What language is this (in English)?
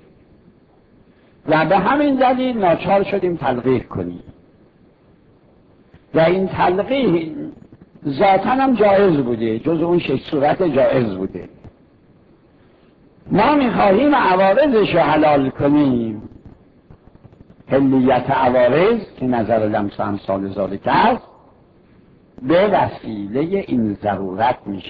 Persian